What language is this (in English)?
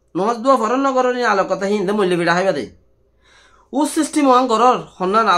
Rohingya